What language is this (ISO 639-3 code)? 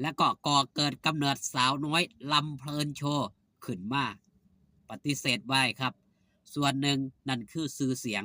lao